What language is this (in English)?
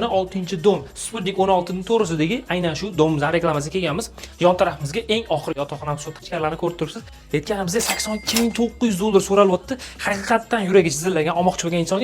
Uzbek